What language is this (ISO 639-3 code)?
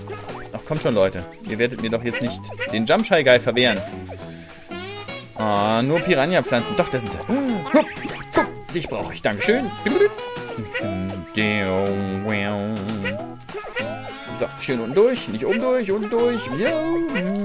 deu